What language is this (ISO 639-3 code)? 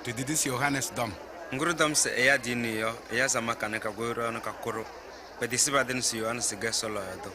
kbp